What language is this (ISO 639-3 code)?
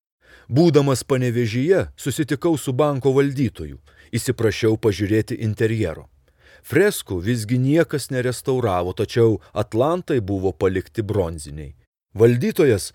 lit